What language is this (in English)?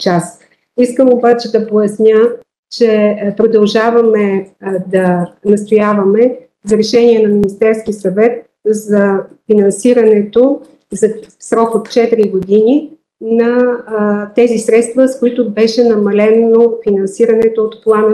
Bulgarian